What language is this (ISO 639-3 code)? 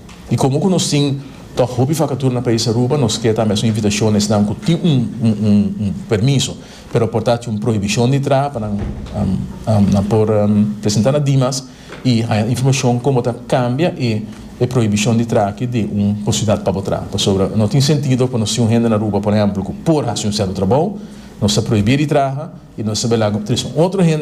pap